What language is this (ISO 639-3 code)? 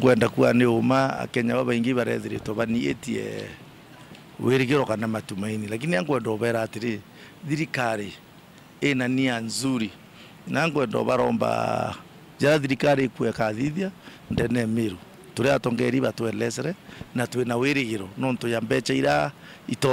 mer